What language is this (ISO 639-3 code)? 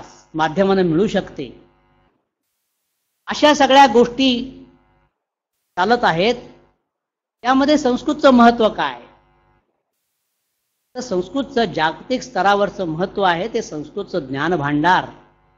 mar